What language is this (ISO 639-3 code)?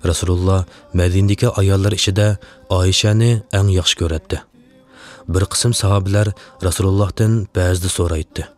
uig